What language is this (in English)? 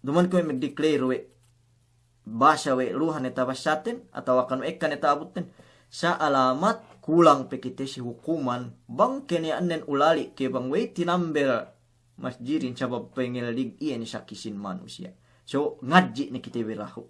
Yakan